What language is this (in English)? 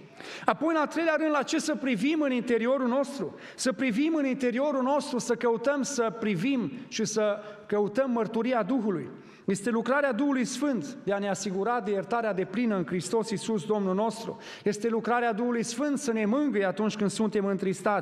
Romanian